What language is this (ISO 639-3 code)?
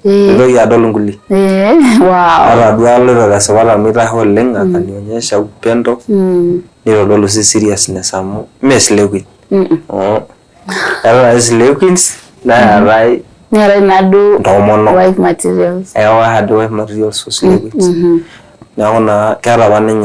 mas